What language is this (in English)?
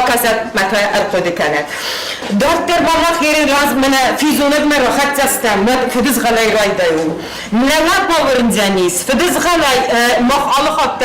Ossetic